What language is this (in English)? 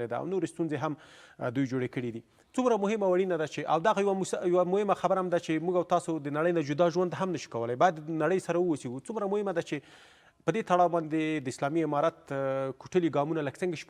Pashto